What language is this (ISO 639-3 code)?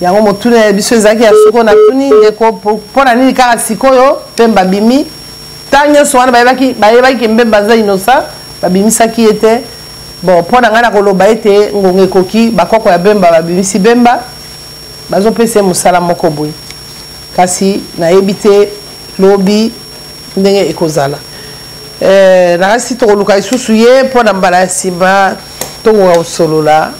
lin